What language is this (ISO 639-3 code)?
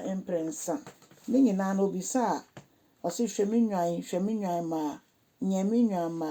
aka